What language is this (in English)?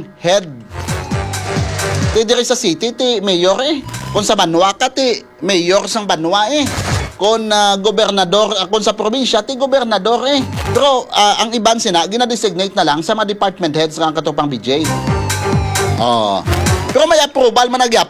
Hiligaynon